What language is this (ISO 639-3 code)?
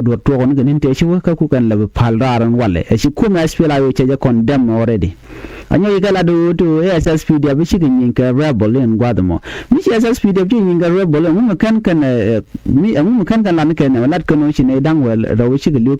nus